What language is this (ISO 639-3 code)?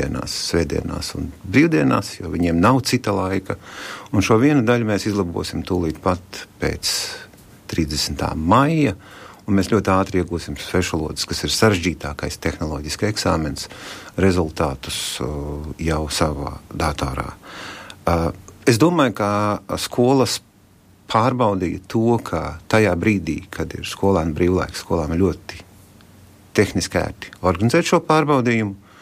lav